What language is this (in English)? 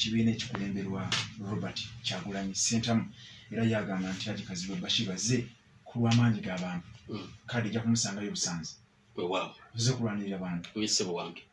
Ganda